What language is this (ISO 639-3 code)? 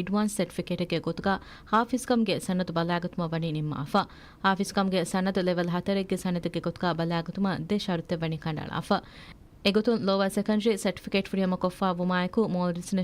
div